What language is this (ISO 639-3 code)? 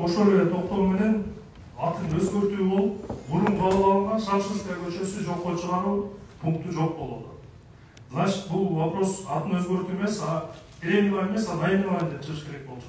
kir